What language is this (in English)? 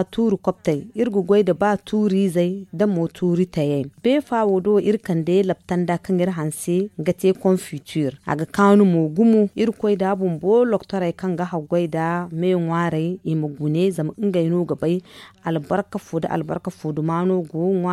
Zarma